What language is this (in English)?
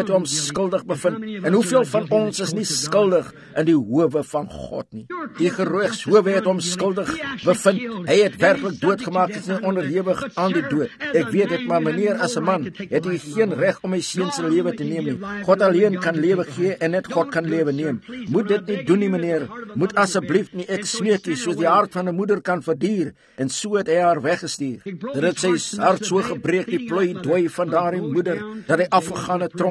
Afrikaans